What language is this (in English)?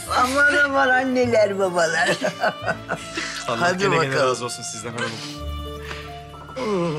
Turkish